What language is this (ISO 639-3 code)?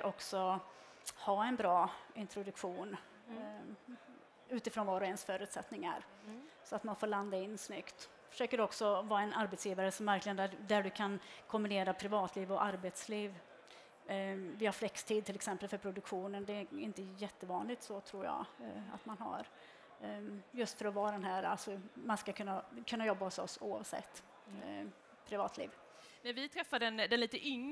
swe